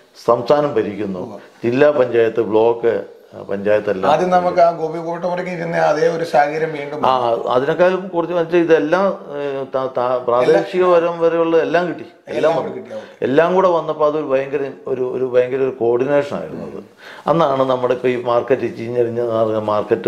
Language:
Malayalam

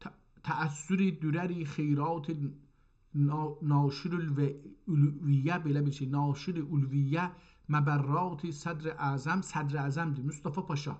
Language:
South Azerbaijani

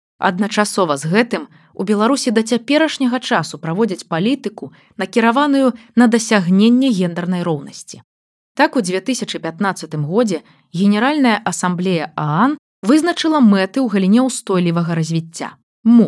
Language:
Belarusian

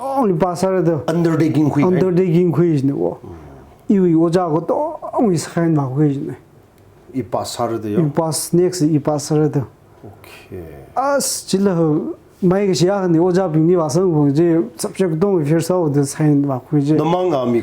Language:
Tangkhul Naga (India)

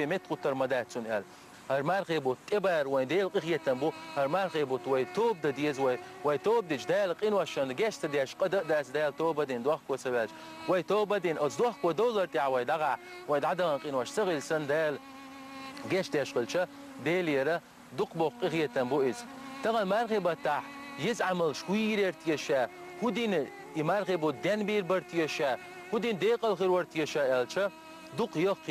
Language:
Chechen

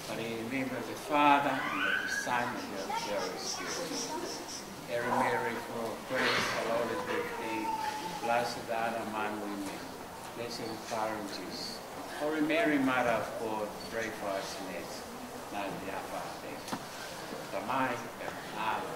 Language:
Tongan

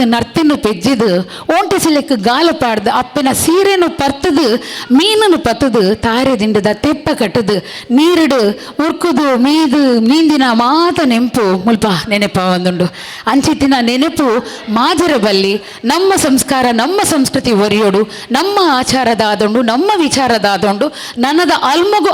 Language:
Tulu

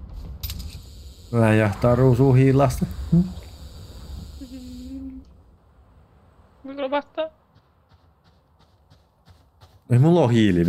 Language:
Finnish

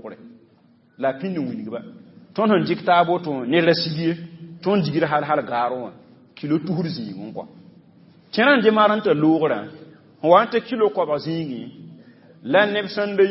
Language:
Mossi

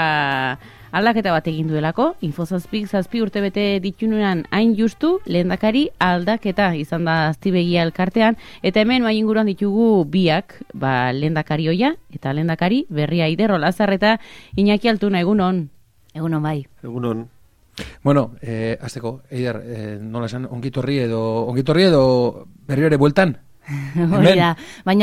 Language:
Basque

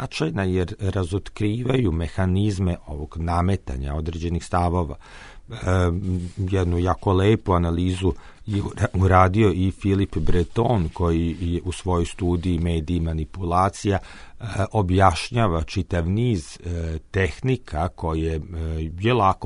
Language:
Serbian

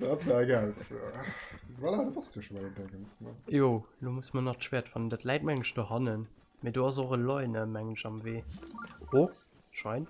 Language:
Luxembourgish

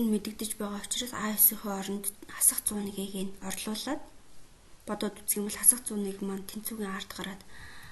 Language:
Mongolian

